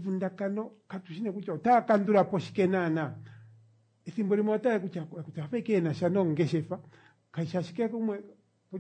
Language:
Kuanyama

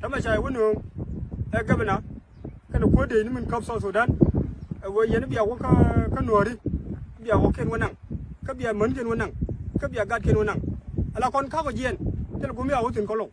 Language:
Nuer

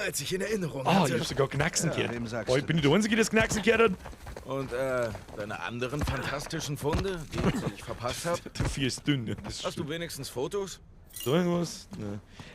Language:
Bavarian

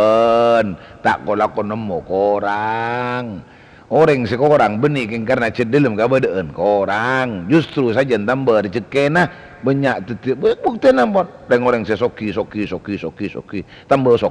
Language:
Madurese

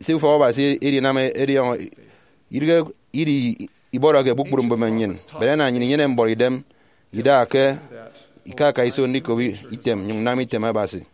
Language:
Efik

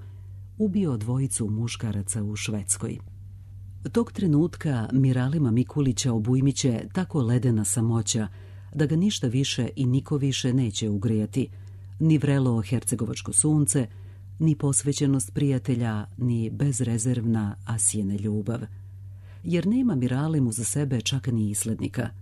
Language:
Serbian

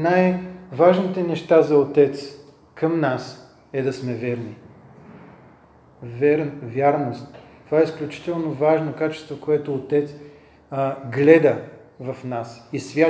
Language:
Bulgarian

